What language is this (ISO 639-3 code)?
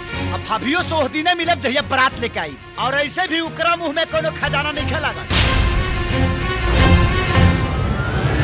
bho